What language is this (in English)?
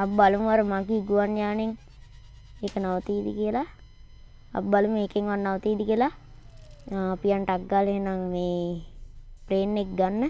Sinhala